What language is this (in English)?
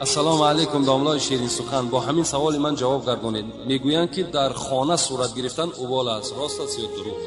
Tajik